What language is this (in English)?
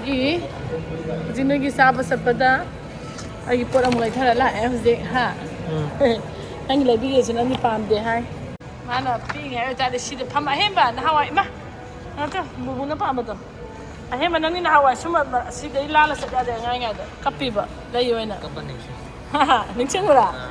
Manipuri